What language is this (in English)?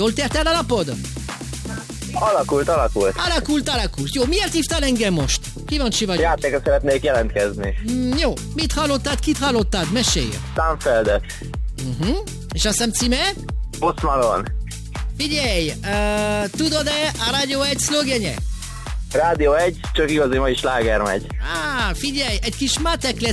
Hungarian